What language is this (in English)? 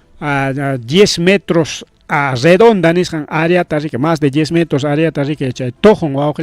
Ayacucho Quechua